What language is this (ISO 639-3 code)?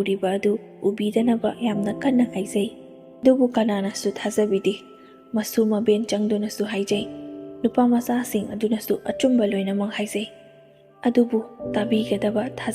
mni